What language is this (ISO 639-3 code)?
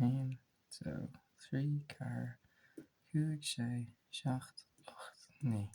gle